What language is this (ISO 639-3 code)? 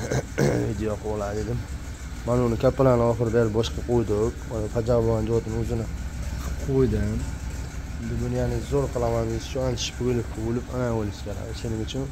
uzb